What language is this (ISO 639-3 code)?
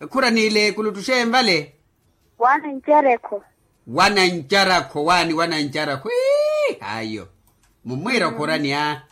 vmw